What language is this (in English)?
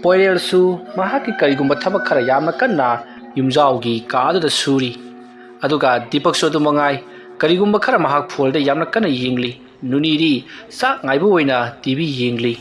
Manipuri